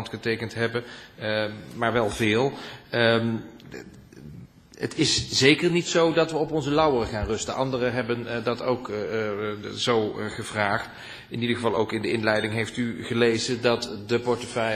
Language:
Dutch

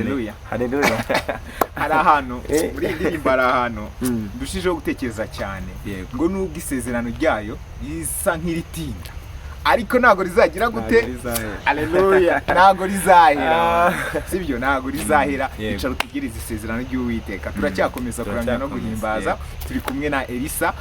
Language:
Kinyarwanda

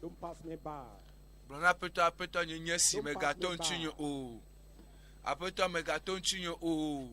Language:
Ewe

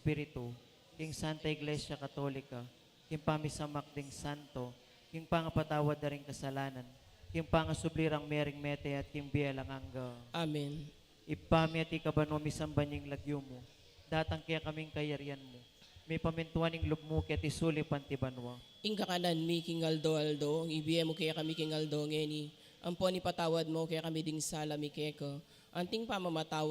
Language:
Pampanga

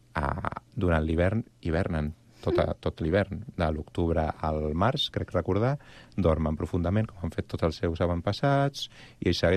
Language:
Catalan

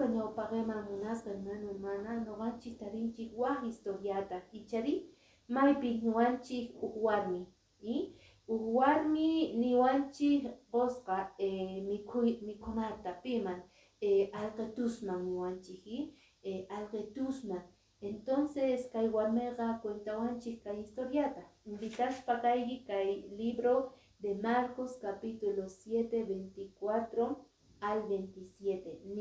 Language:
Quechua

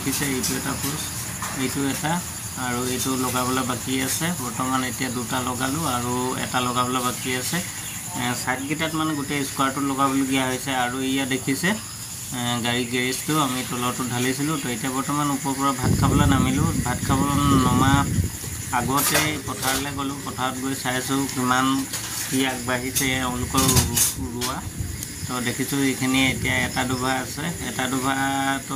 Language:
Assamese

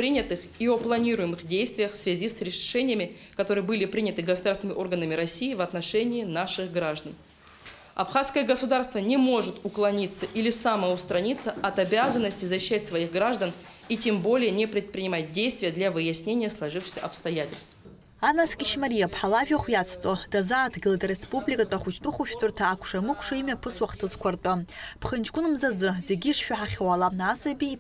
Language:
Abkhazian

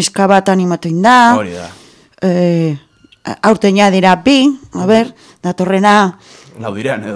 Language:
Basque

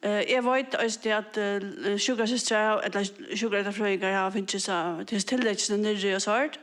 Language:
Faroese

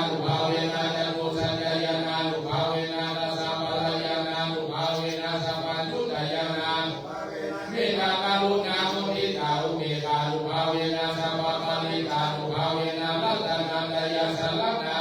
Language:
Pali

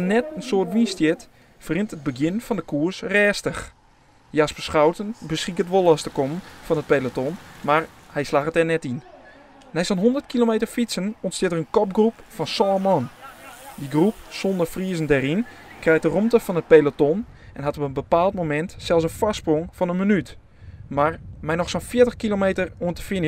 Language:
Western Frisian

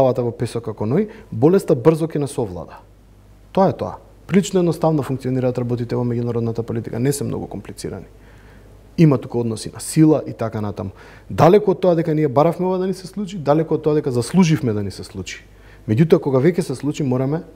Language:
Macedonian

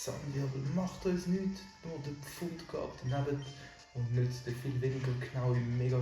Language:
Swiss German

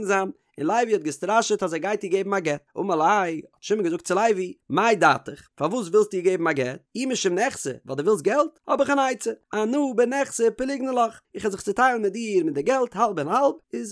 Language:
Yiddish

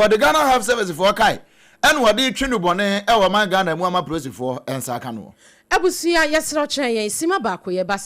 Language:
Akan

